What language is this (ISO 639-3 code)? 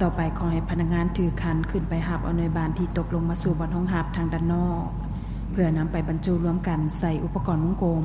lao